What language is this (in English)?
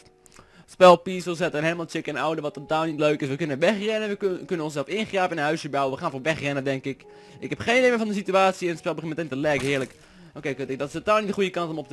Dutch